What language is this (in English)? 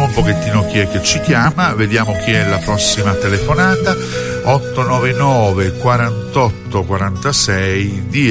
Italian